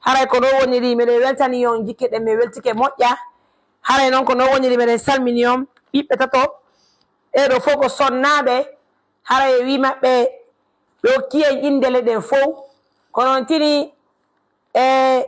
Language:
Fula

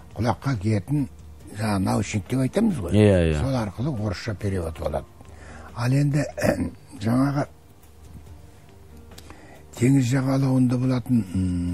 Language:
Kazakh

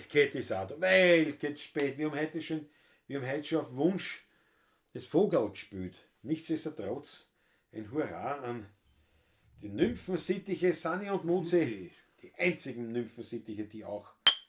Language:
Bavarian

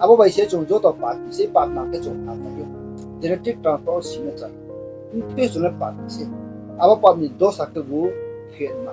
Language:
Riang (India)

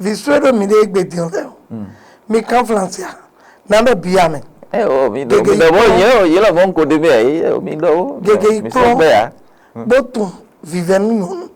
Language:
Fon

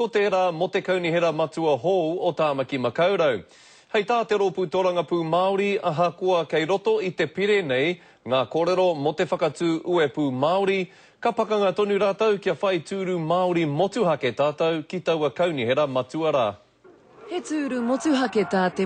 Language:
Māori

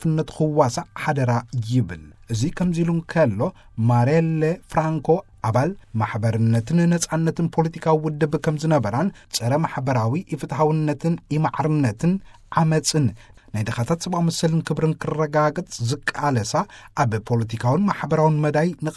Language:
Tigrinya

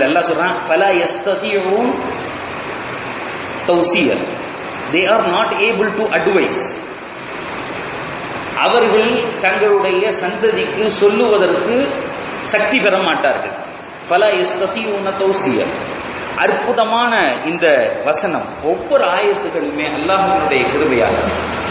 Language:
Tamil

